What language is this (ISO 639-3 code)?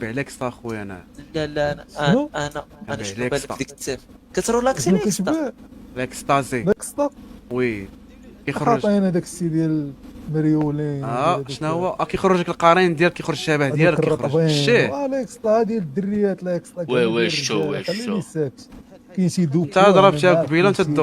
ary